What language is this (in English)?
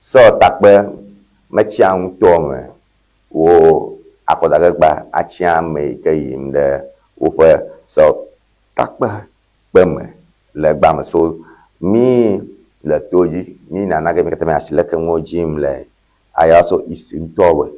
Ewe